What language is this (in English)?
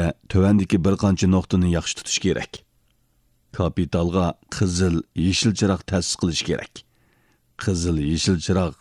Uyghur